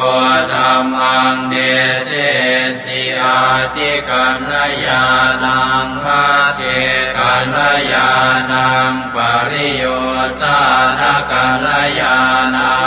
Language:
Pali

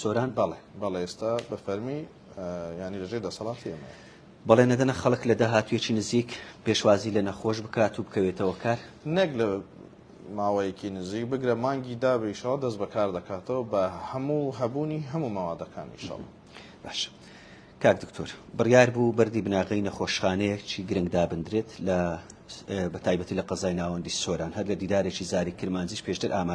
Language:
Central Kurdish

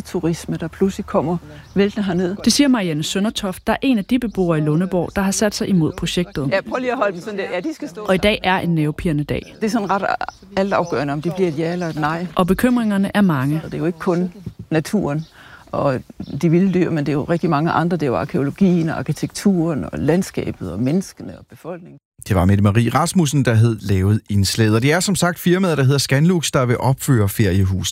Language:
Danish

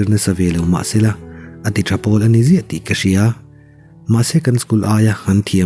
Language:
Mizo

